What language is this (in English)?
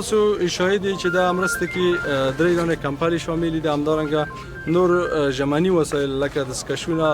Pashto